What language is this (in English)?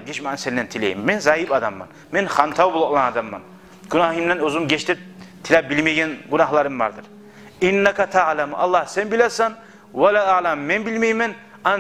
Kumyk